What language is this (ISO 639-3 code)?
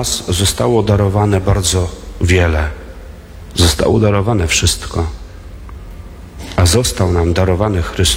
pol